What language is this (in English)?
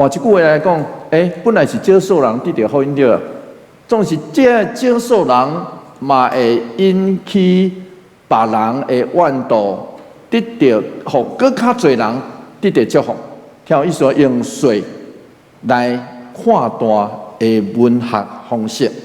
Min Nan Chinese